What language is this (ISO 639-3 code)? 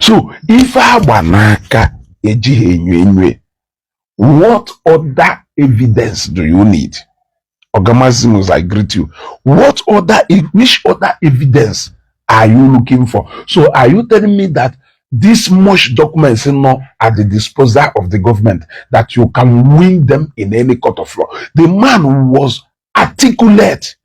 ibo